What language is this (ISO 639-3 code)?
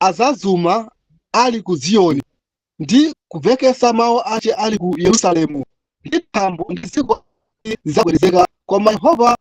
nya